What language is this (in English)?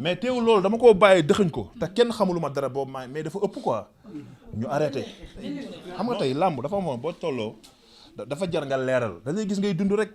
Wolof